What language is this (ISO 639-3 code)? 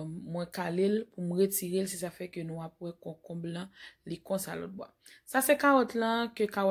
hat